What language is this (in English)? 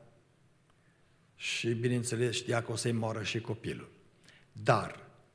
Romanian